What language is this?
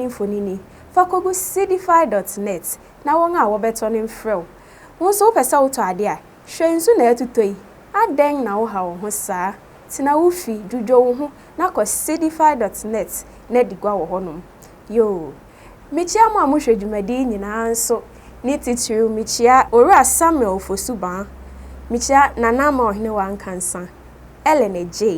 Akan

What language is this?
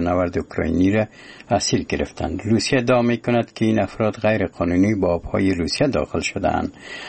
Persian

